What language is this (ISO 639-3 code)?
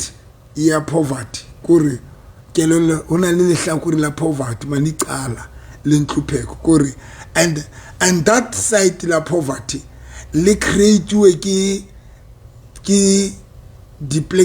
sot